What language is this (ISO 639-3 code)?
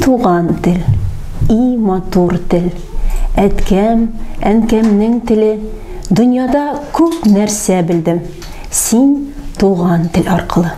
tat